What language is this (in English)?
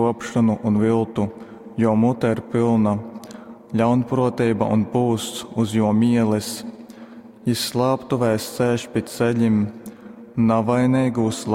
Latgalian